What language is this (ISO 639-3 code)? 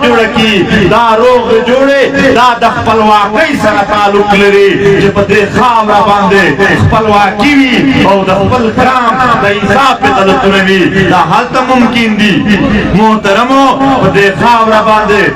pus